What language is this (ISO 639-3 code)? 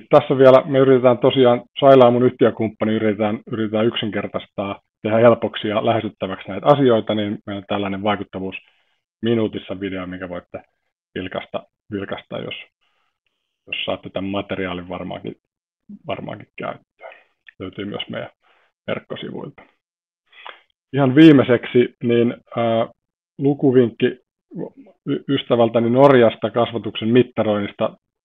fin